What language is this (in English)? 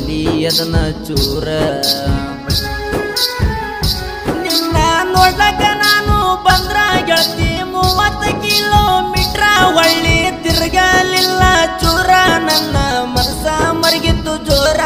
Kannada